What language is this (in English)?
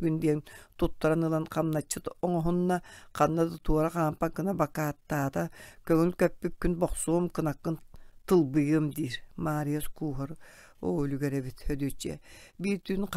Yakut